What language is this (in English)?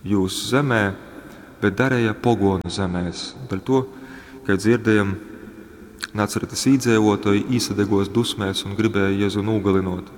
Latgalian